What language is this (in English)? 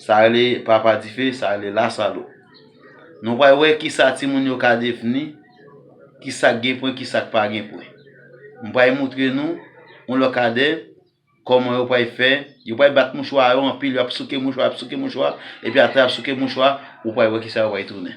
Haitian Creole